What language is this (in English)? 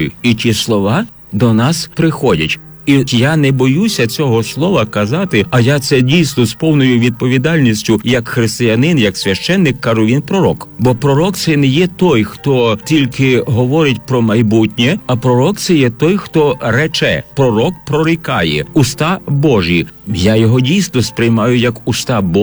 Ukrainian